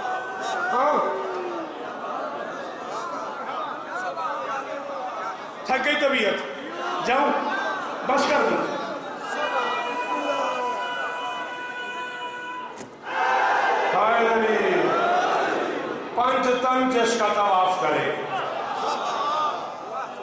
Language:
Urdu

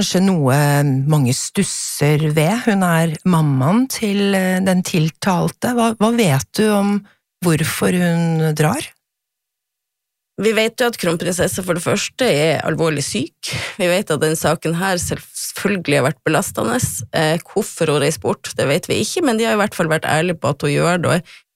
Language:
Norwegian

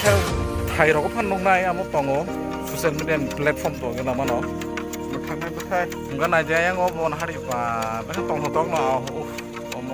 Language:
Kok Borok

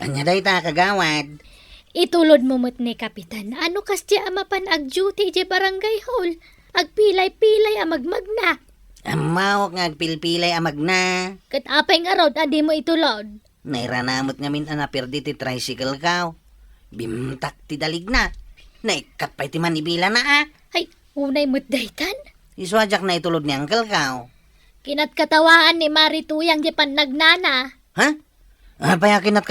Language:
Iloko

